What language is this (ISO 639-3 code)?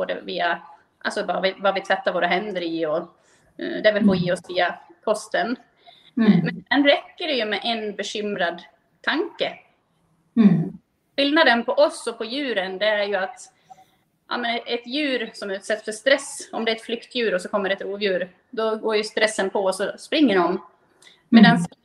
swe